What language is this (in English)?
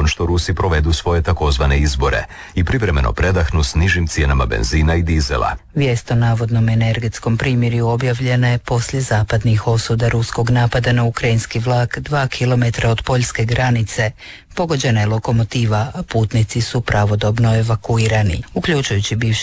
Croatian